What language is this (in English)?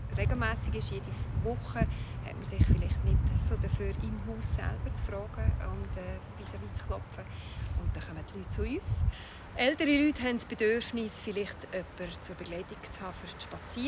Swiss German